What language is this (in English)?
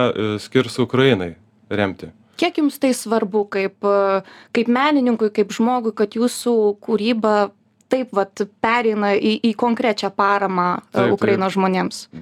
Lithuanian